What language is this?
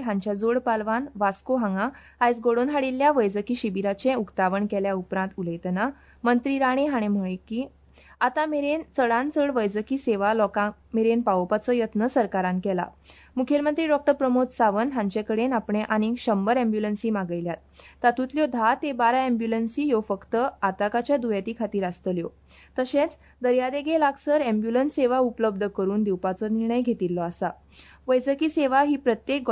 Konkani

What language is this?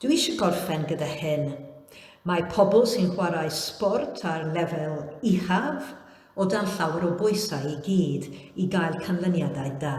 Welsh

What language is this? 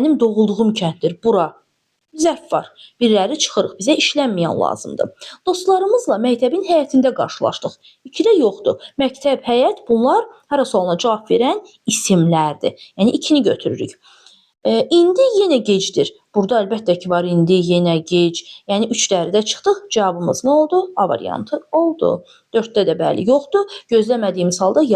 Azerbaijani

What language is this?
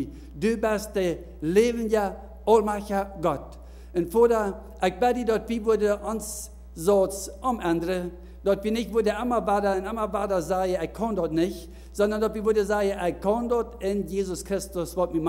Plautdietsch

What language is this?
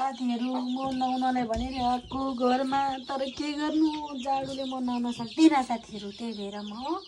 Nepali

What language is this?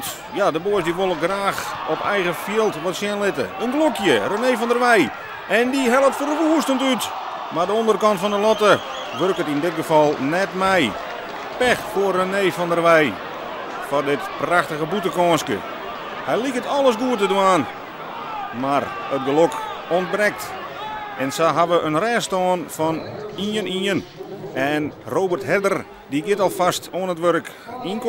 Western Frisian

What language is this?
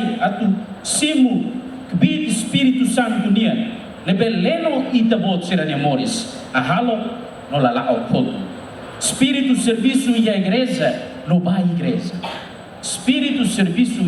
Tetum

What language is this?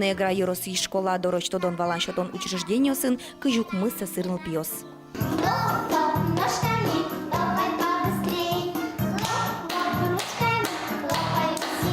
Udmurt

